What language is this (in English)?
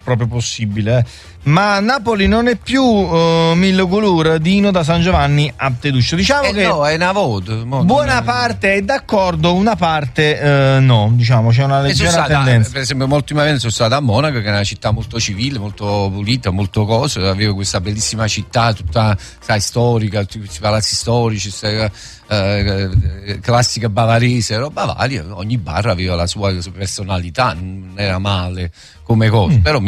Italian